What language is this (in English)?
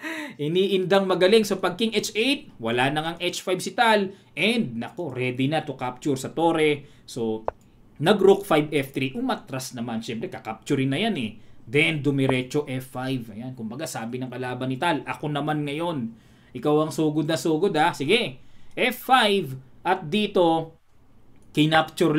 Filipino